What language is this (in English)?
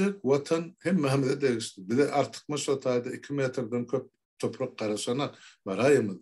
Turkmen